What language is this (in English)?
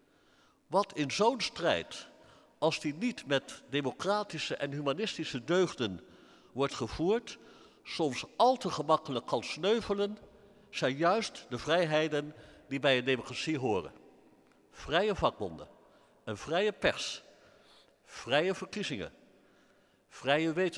Dutch